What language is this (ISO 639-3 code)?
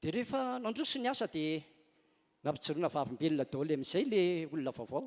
mlg